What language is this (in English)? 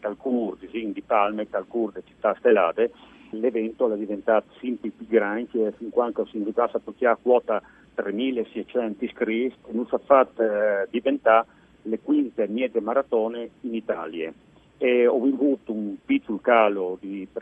Friulian